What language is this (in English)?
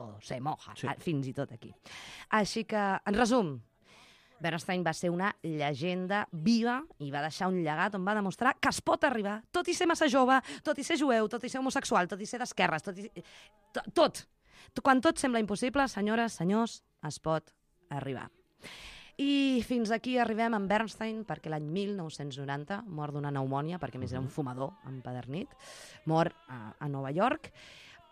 Catalan